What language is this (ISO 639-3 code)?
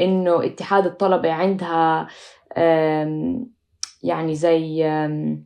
apc